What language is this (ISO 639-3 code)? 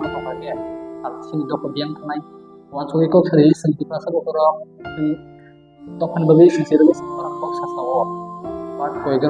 trp